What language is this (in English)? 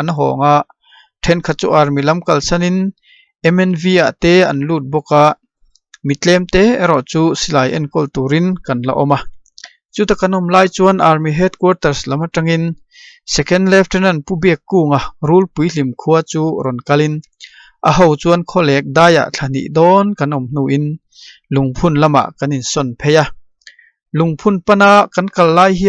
Mizo